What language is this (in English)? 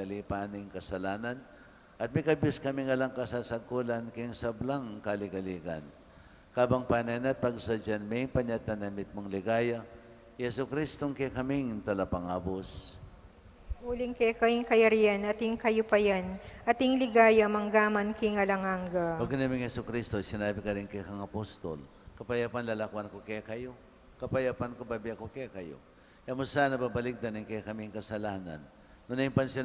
Pampanga